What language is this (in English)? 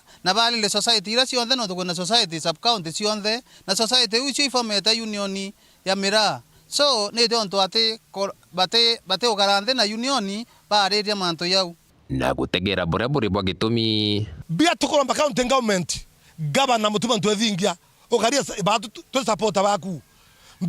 Meru